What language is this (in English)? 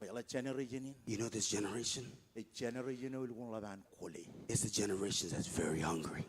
Marshallese